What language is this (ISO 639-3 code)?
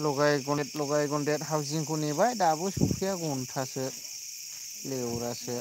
brx